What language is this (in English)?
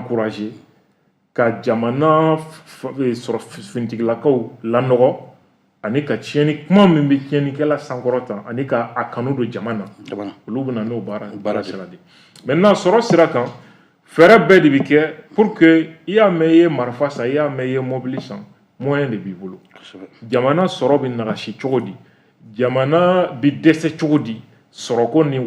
Bambara